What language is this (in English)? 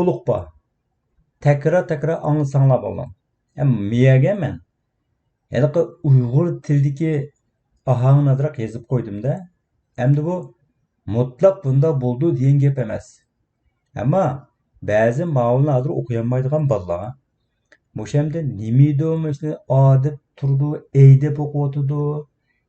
Uyghur